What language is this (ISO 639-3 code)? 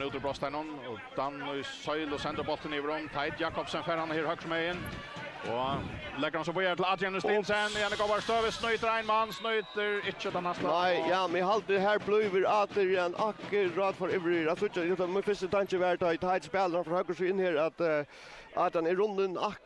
fao